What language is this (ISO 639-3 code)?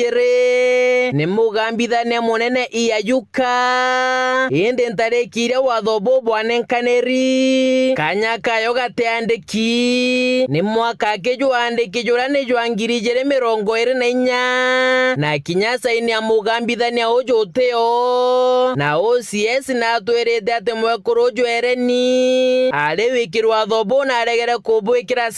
mer